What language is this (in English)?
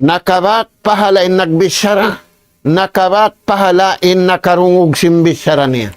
Tausug